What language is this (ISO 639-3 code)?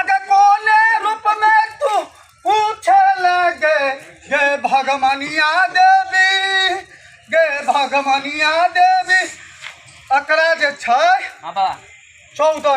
mai